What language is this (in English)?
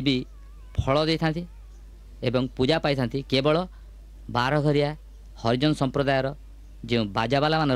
Odia